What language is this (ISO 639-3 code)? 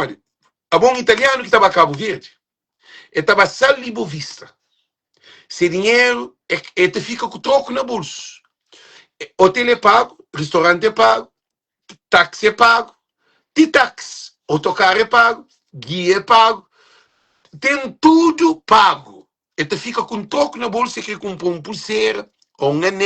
kea